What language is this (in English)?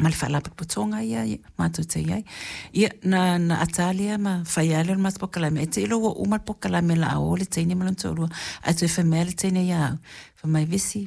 Samoan